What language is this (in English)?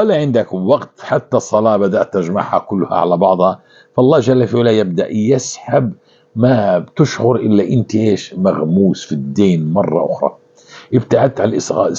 North Levantine Arabic